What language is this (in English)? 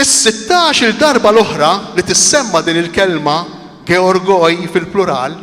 Maltese